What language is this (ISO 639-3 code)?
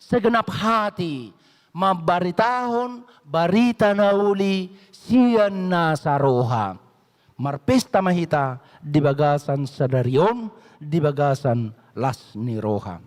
bbc